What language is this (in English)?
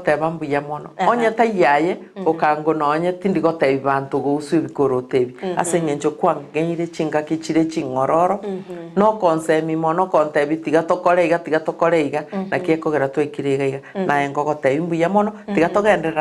Gusii